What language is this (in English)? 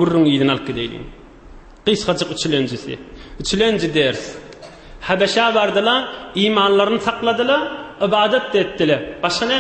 Turkmen